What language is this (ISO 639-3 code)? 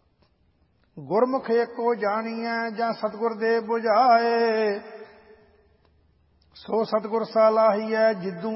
pan